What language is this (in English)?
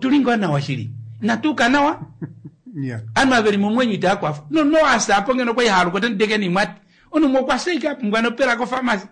Kuanyama